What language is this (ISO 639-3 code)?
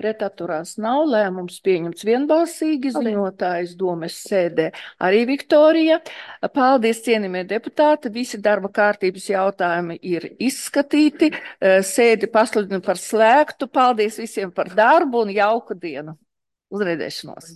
lav